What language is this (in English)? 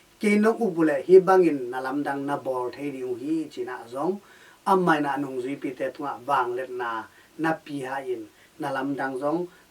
Tedim Chin